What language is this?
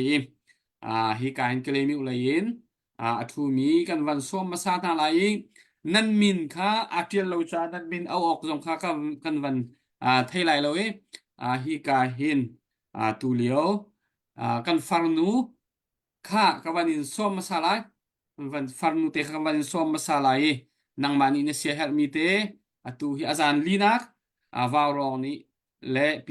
Hakha Chin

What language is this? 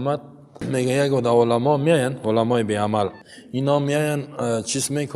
Persian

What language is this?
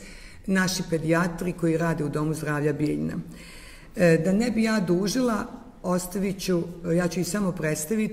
Serbian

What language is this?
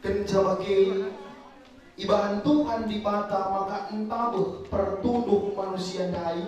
Batak Karo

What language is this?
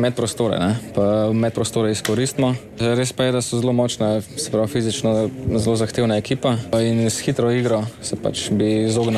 Slovenian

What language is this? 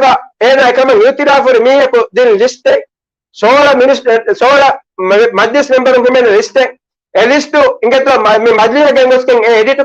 Divehi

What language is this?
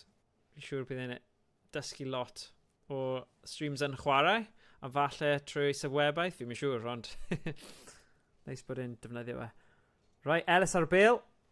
Welsh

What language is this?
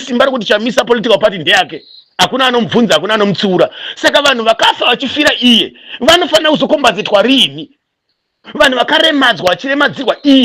Shona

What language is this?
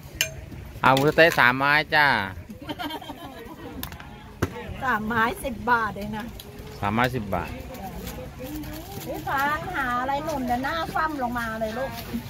Thai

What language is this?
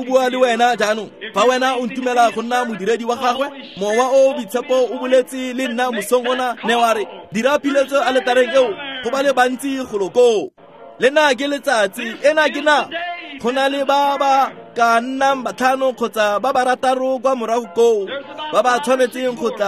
Tswana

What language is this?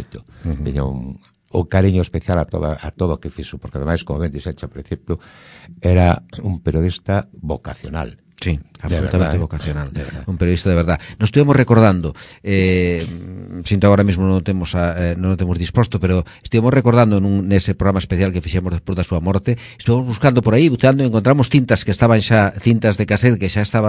Galician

